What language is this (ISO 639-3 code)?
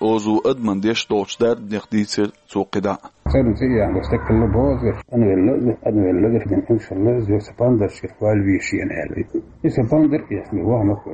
che